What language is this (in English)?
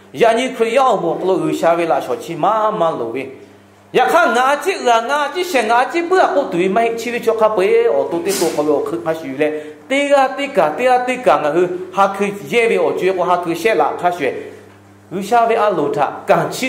Lahu